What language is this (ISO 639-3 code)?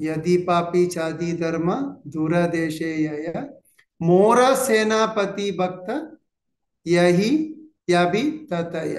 kok